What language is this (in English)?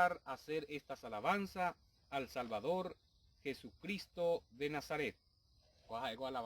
Guarani